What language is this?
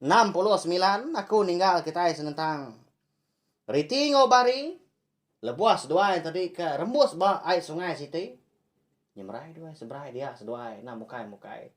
Iban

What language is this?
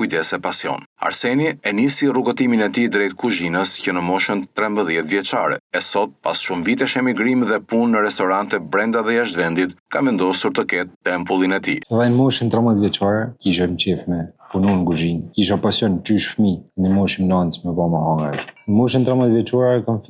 Albanian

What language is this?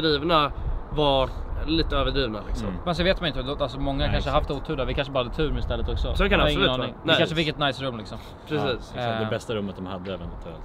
Swedish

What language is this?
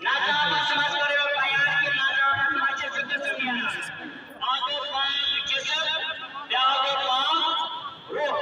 Kashmiri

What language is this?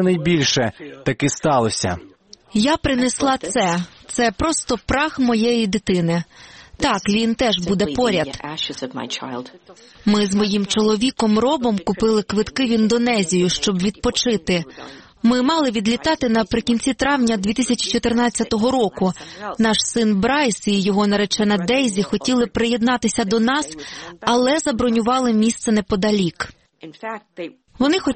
Ukrainian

